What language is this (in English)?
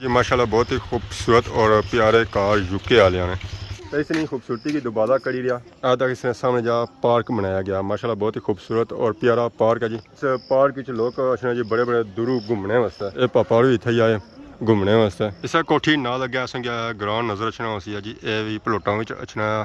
Pahari-Potwari